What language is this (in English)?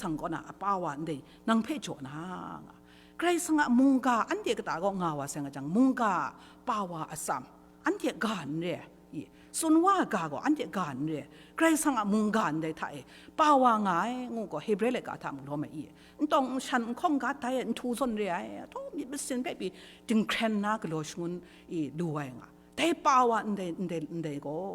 Kachin